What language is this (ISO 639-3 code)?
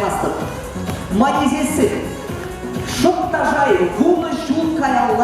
chv